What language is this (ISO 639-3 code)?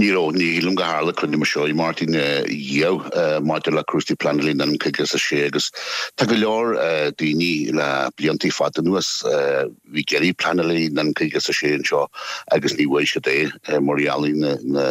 gle